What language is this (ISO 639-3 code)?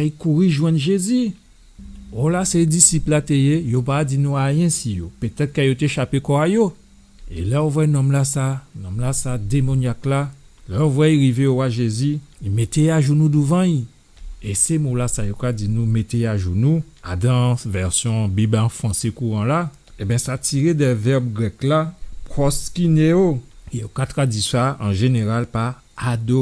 gcf